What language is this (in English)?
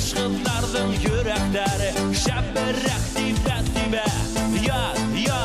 Bashkir